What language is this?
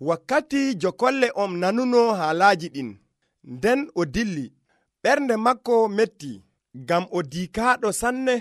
Nigerian Fulfulde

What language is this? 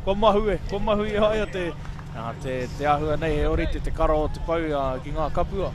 Māori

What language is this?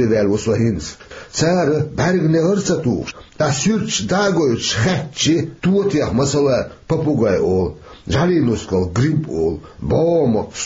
Chechen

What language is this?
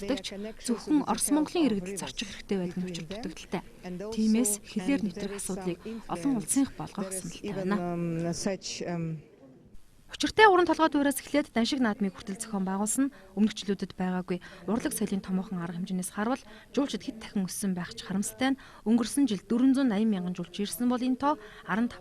Mongolian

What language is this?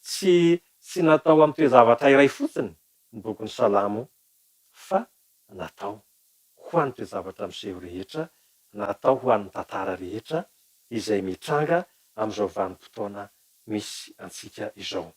Malagasy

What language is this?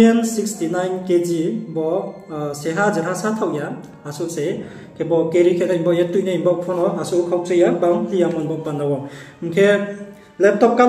Riang (India)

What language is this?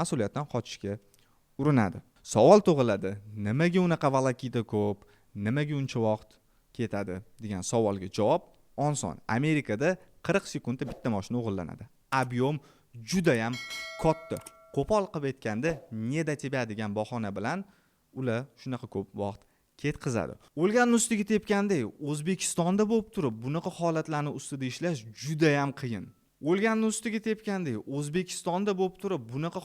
Uzbek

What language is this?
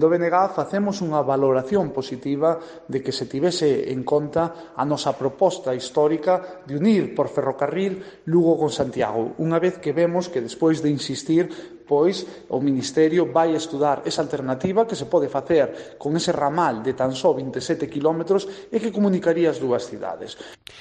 Galician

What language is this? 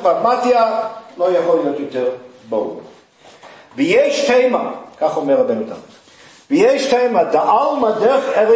Hebrew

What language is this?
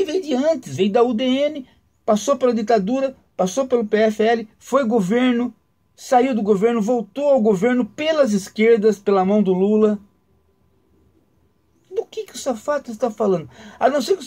Portuguese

